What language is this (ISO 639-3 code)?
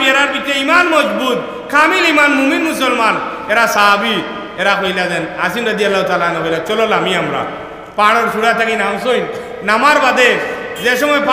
syl